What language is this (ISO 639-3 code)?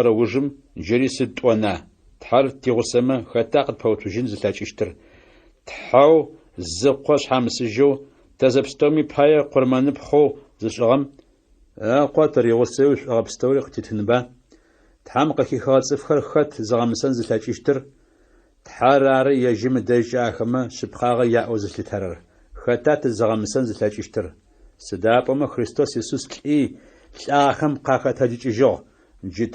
ady